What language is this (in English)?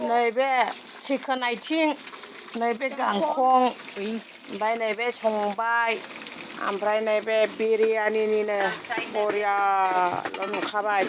Bodo